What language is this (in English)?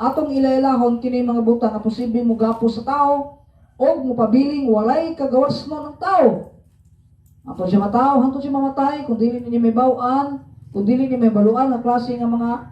Cebuano